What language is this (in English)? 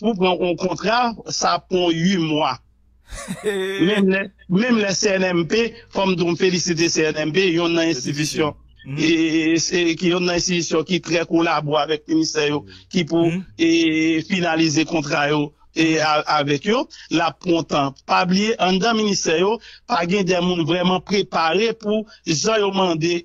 Haitian Creole